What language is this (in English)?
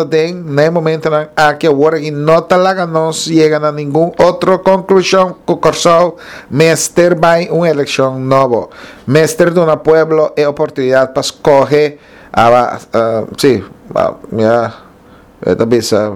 Papiamento